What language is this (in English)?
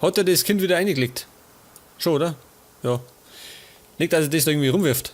Bavarian